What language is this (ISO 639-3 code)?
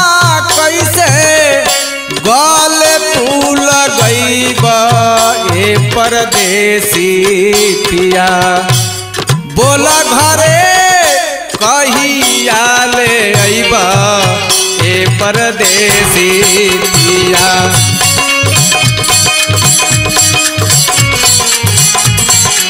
bho